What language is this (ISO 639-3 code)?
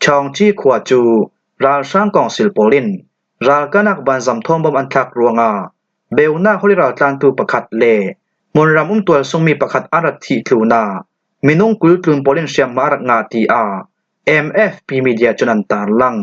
cfm